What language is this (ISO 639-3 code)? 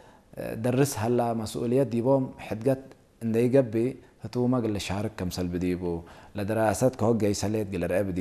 tig